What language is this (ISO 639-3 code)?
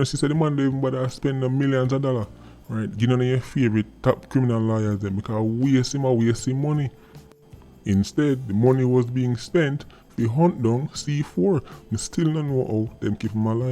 jam